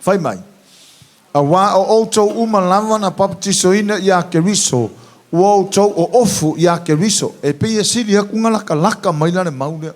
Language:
Samoan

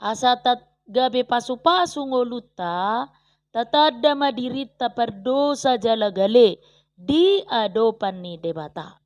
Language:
Batak Toba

